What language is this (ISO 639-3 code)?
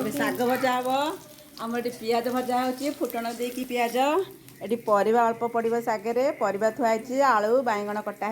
ori